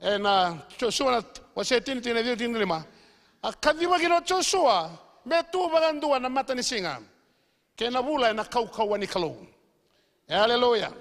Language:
Fijian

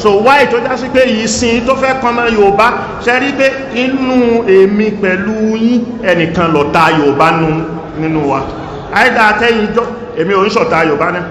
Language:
Yoruba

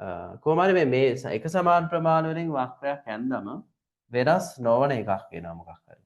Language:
Sinhala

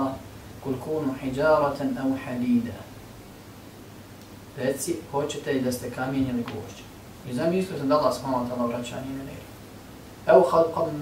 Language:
Bosnian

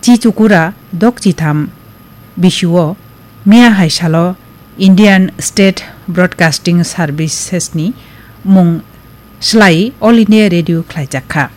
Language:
Kok Borok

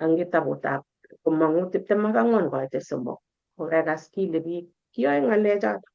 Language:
Kalenjin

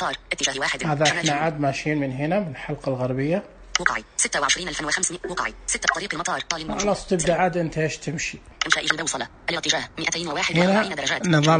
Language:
Najdi Arabic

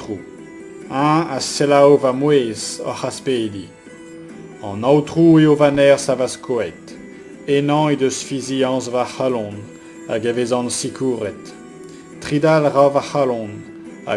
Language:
Breton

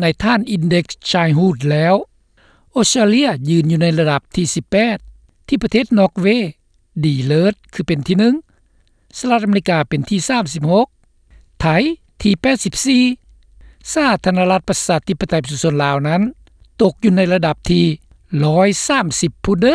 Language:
Lao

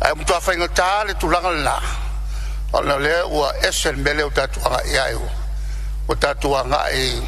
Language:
Samoan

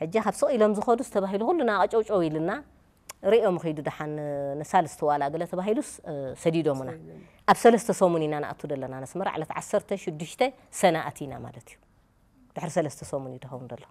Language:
Tigrinya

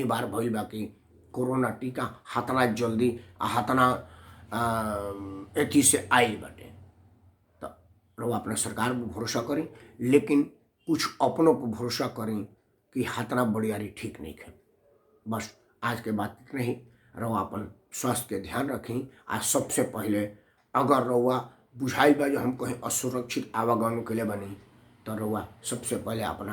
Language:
Bhojpuri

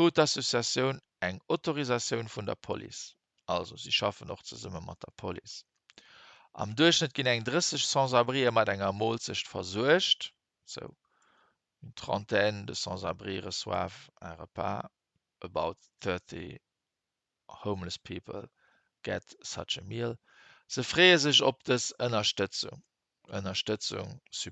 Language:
Luxembourgish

